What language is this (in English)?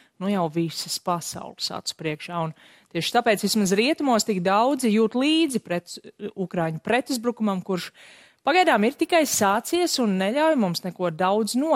Latvian